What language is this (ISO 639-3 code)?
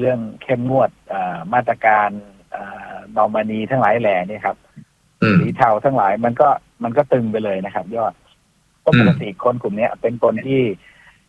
tha